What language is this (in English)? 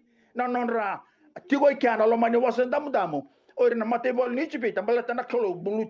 Fijian